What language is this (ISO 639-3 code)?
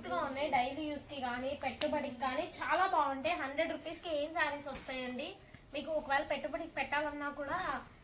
tel